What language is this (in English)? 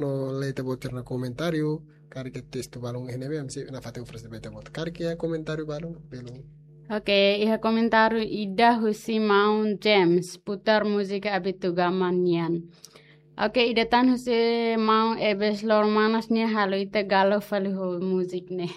Tetum